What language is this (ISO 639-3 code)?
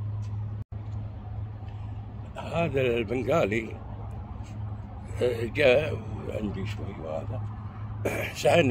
afb